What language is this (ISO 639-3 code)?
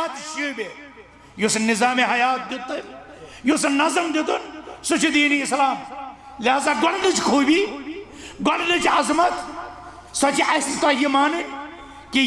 kas